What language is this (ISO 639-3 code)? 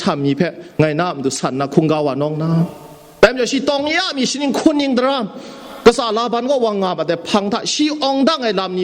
kac